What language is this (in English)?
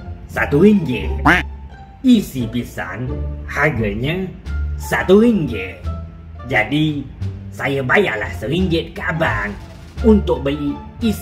Malay